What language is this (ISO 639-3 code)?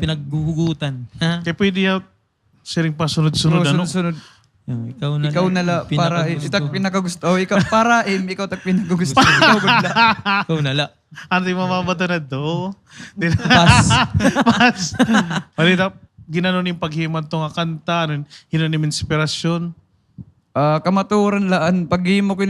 war